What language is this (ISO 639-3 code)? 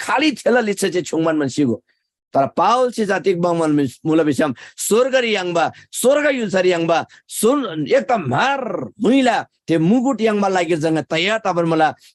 taj